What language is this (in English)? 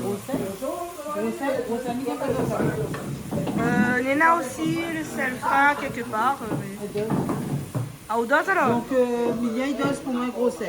Réunion Creole French